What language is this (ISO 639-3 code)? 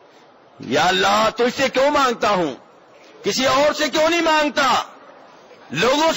urd